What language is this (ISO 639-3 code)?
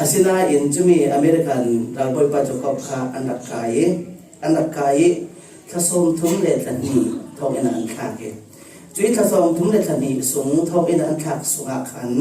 cfm